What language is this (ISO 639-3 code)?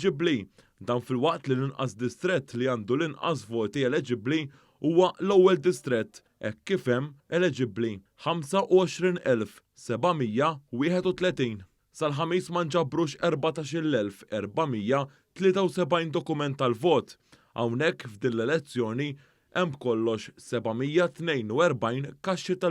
mlt